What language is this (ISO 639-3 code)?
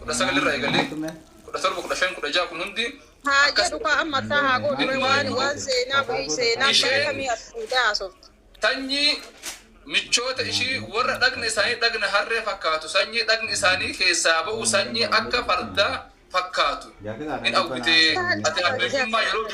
orm